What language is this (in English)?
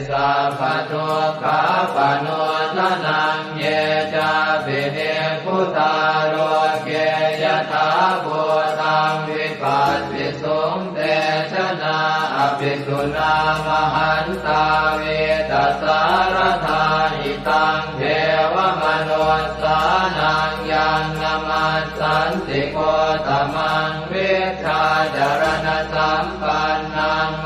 Pali